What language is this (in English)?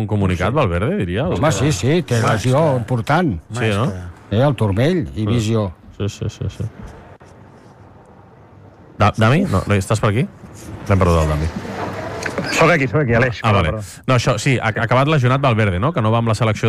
Catalan